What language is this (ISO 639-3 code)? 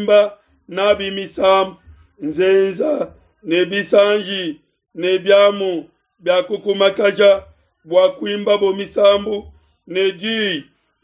lua